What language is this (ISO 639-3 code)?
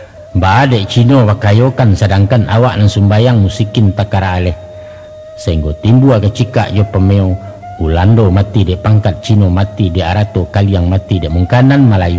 min